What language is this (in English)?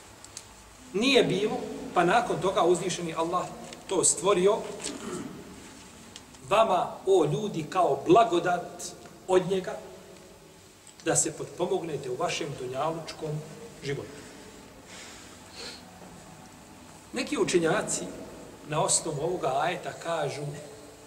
Bosnian